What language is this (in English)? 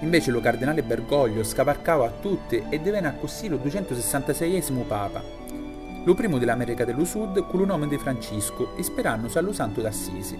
Sicilian